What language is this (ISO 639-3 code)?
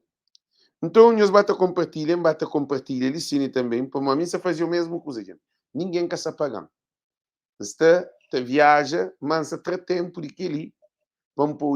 kea